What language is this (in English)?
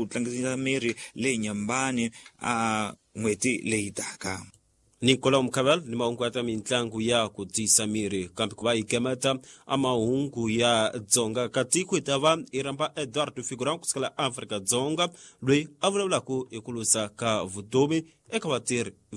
Tsonga